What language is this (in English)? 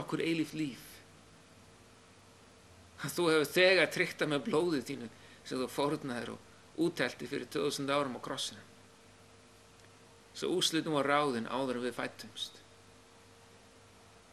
Icelandic